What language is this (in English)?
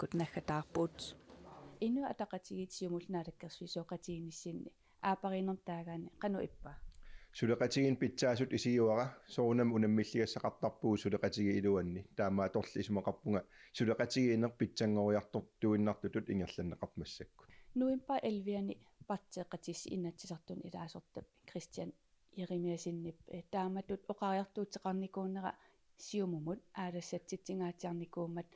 Kalaallisut